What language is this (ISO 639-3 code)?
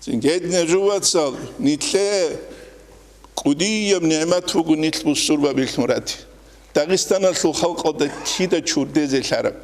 ava